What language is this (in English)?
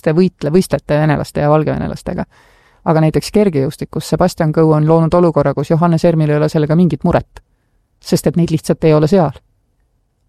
Estonian